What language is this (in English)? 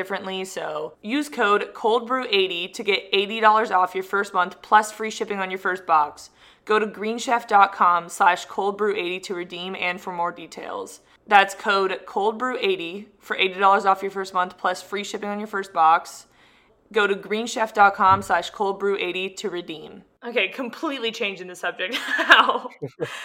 English